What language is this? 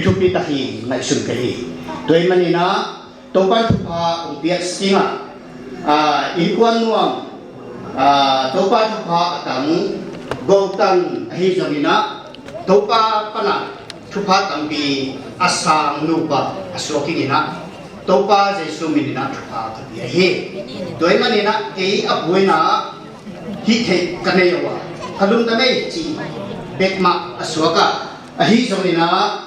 Paite Chin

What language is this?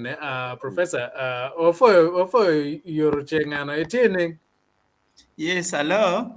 Acoli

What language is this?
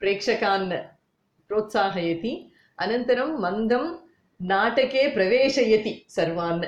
Sanskrit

